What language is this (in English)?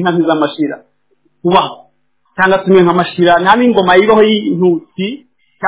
Kinyarwanda